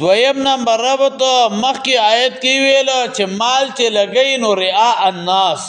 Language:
Pashto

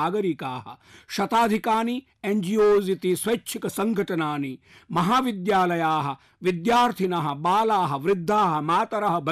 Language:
Sanskrit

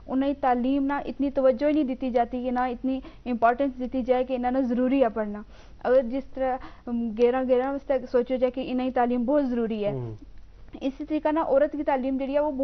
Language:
Gujari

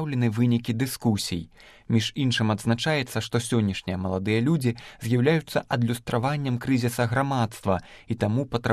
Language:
Belarusian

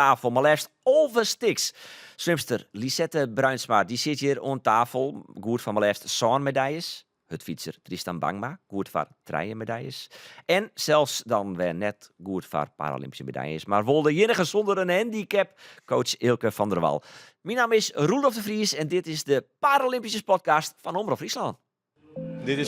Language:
Western Frisian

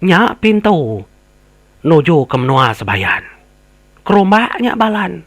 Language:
Iban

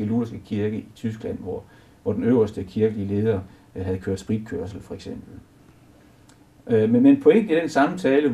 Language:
Danish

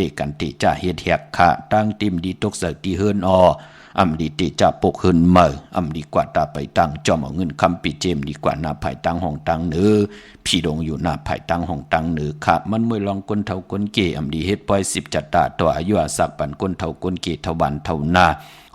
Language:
Shan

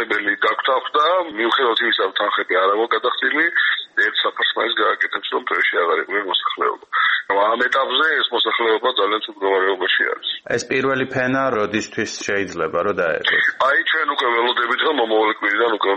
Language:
Georgian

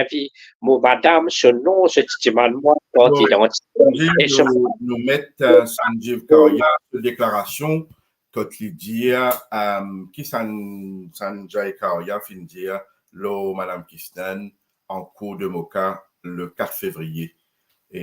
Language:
Morisyen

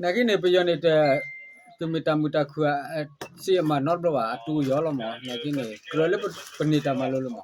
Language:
S'gaw Karen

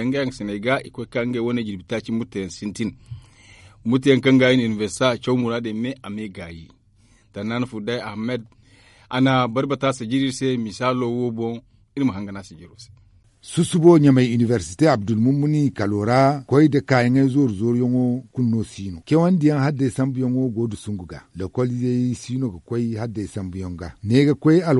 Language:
Zarma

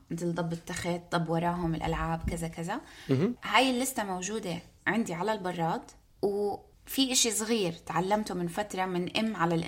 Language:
North Levantine Arabic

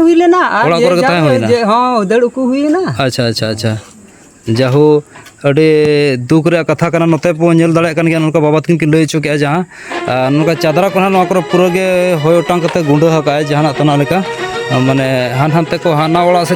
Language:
Santali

